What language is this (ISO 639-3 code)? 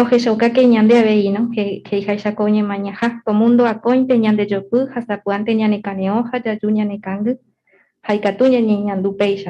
grn